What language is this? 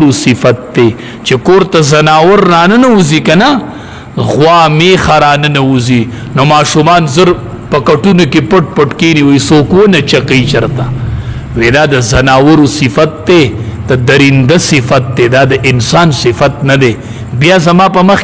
Pashto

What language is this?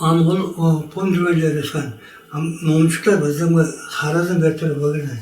Tuvinian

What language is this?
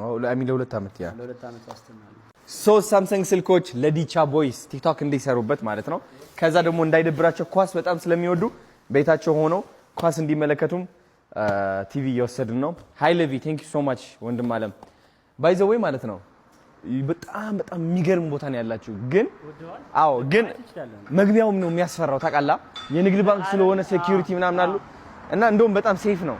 Amharic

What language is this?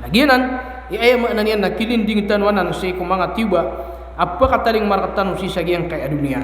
Maranao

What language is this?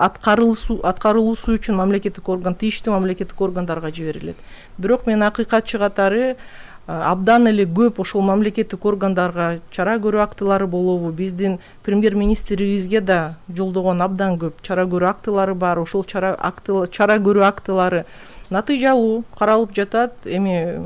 Kyrgyz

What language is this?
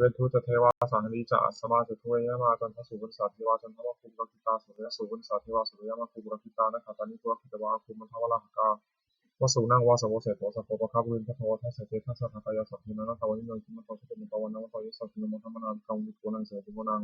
Pali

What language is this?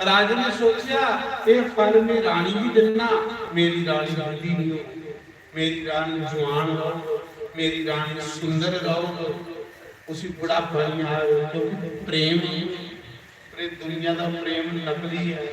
Dogri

